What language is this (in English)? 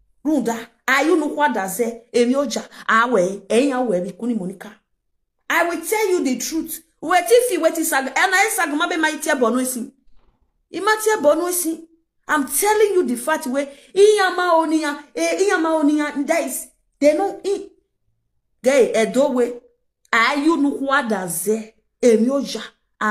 Nigerian Pidgin